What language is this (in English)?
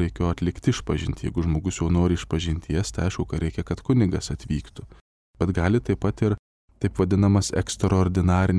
Lithuanian